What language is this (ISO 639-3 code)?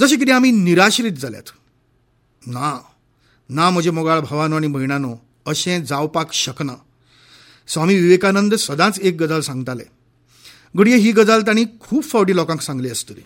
kok